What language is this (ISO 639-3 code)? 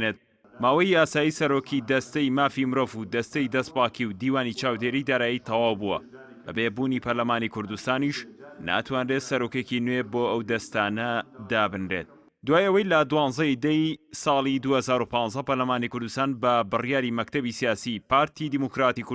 ckb